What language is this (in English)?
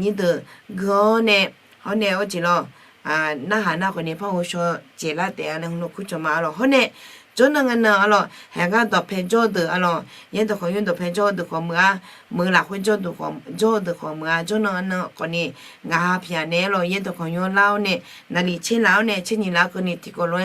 Akha